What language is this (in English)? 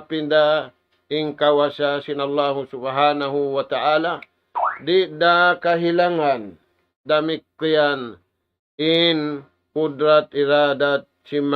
Tausug